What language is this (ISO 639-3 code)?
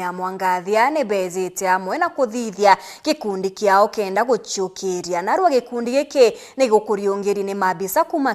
mer